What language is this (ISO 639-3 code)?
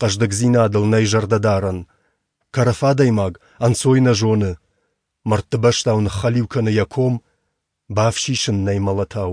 oss